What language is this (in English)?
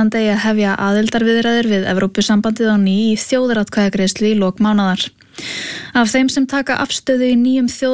Icelandic